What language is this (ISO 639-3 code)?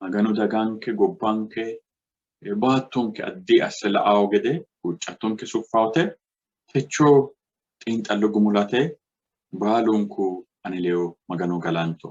sid